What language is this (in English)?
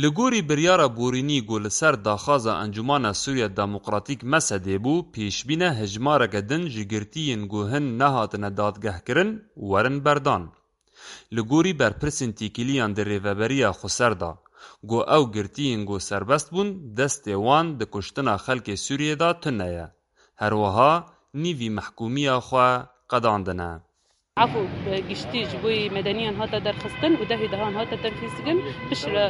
Kurdish